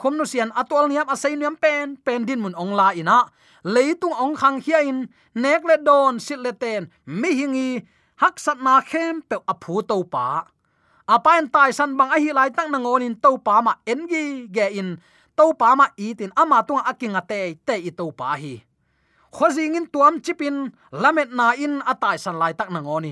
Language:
Tedim Chin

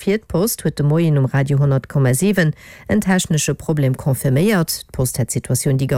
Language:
Luxembourgish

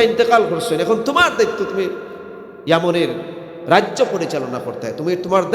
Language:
Sylheti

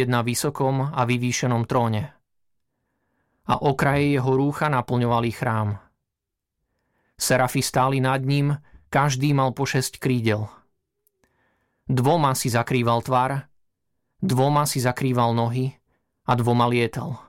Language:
Slovak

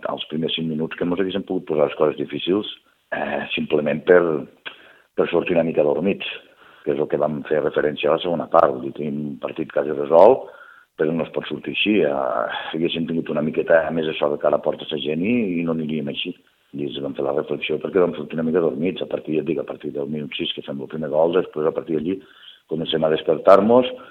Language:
Catalan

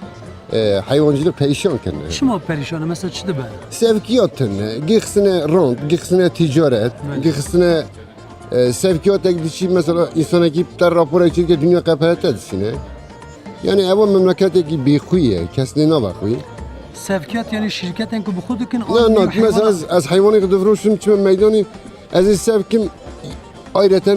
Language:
Kurdish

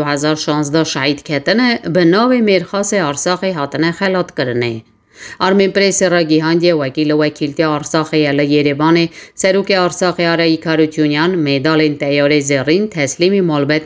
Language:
Kurdish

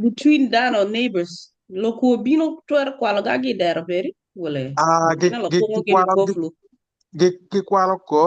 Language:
Acoli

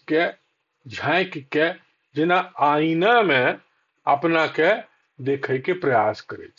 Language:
Maithili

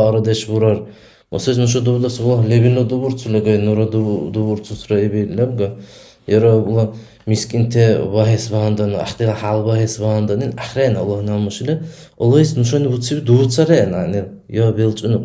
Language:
Dargwa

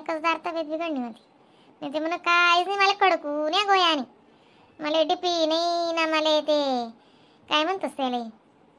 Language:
Khandesi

